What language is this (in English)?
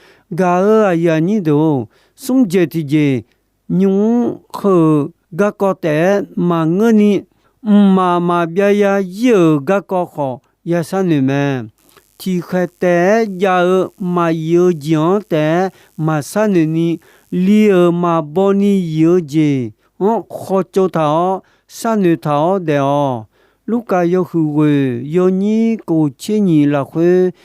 Akha